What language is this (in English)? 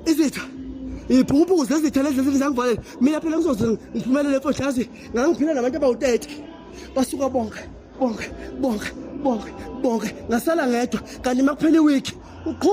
Zulu